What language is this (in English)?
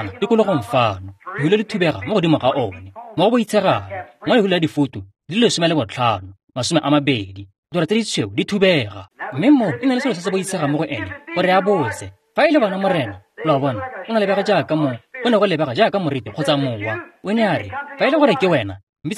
Tswana